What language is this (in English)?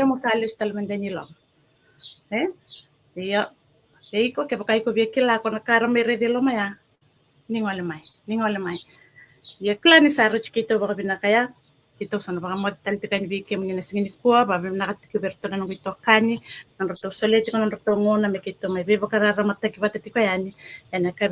Fijian